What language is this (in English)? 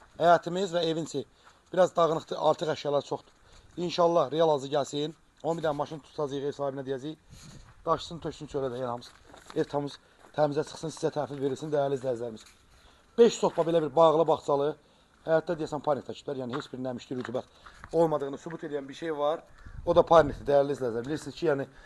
Azerbaijani